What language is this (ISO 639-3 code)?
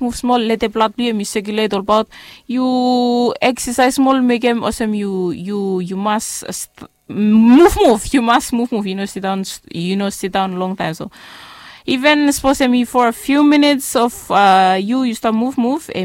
bis